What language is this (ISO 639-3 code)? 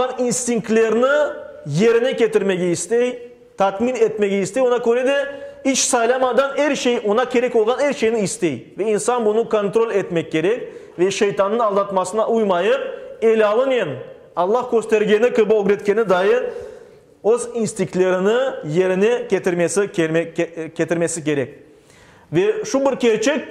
crh